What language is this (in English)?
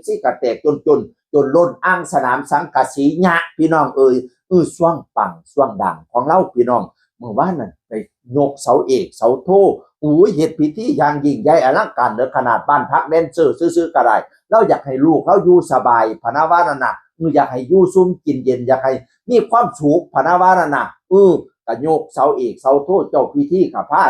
Northeastern Thai